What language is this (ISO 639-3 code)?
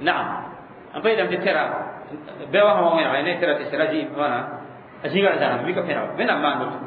mos